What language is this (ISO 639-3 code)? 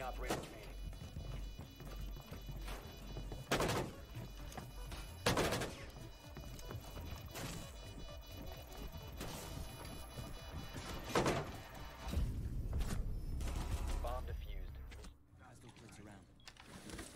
spa